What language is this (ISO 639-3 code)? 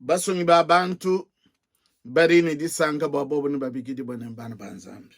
lua